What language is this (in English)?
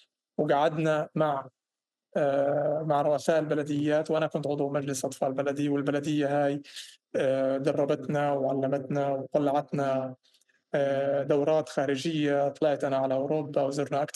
North Levantine Arabic